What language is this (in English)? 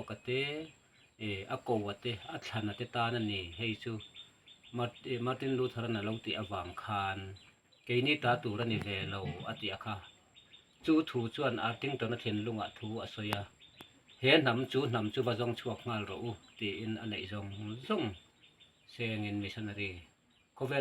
Mizo